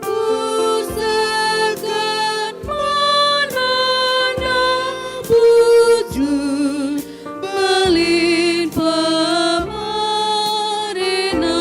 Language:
Batak Karo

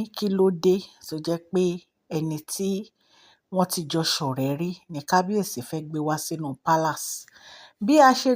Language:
Yoruba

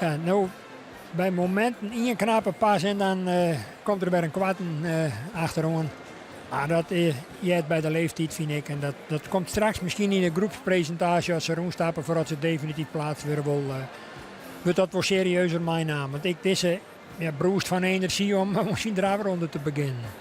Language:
Western Frisian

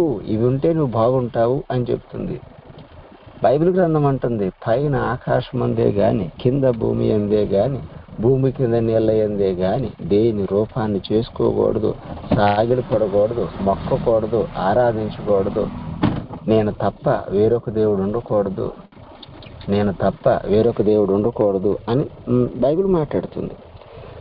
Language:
Telugu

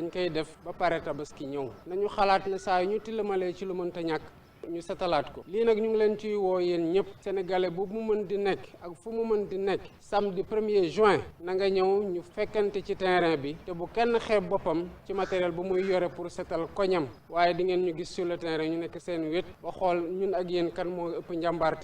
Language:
Wolof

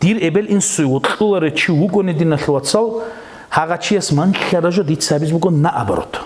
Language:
Avaric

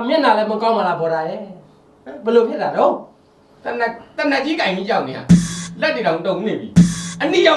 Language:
Burmese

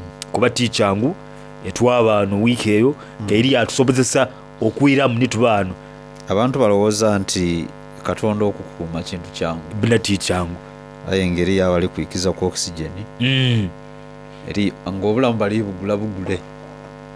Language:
Soga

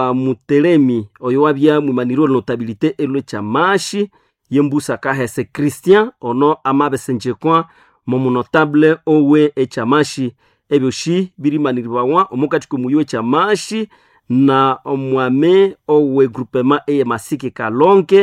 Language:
Nande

